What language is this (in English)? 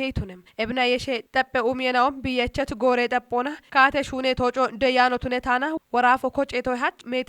Kafa